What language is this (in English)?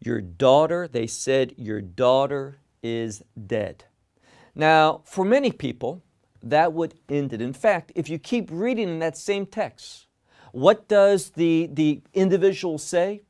English